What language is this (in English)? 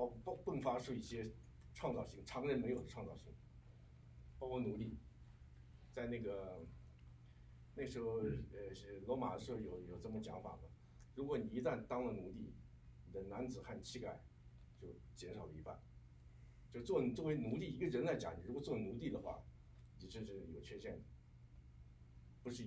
Chinese